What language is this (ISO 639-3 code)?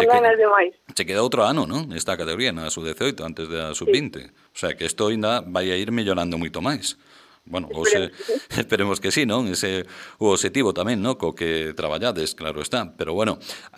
glg